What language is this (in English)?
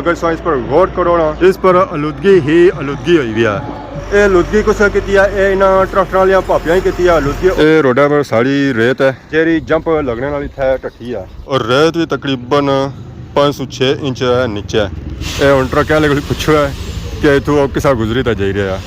Pahari-Potwari